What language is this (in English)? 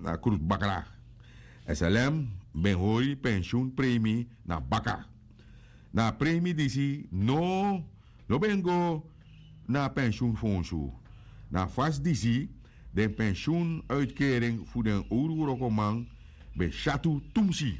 Sranan Tongo